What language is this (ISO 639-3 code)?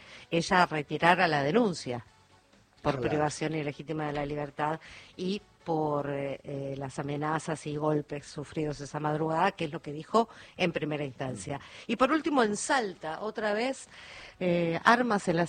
spa